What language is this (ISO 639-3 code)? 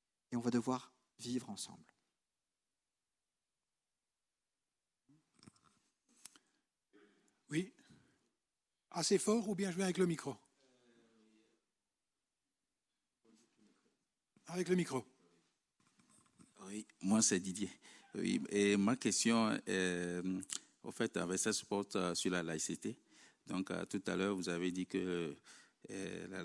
fra